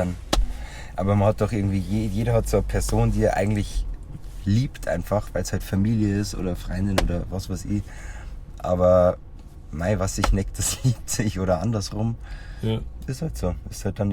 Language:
Bavarian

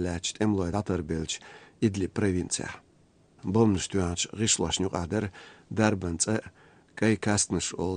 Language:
Chechen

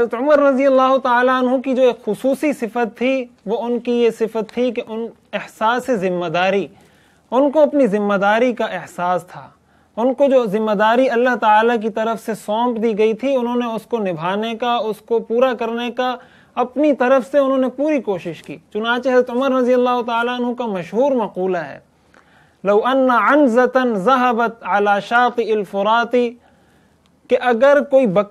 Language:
Urdu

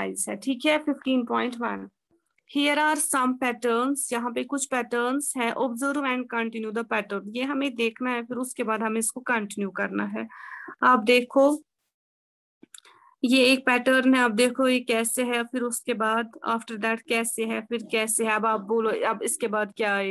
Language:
Hindi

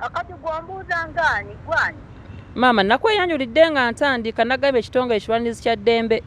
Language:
Ganda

